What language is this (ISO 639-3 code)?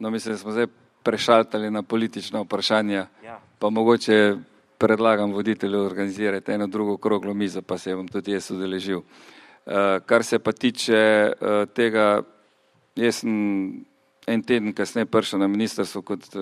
slv